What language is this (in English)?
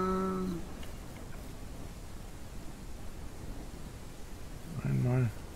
German